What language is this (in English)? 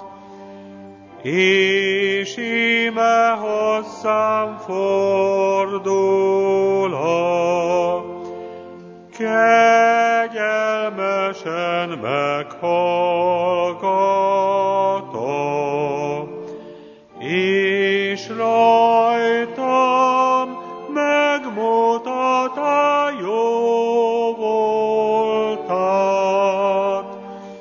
Hungarian